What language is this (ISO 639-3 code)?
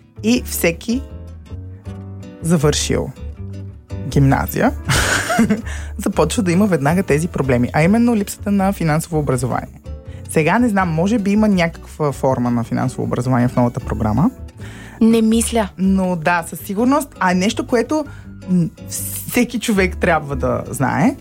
bul